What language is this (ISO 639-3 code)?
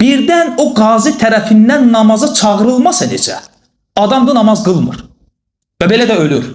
aze